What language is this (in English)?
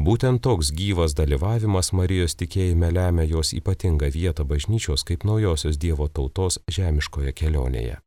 Lithuanian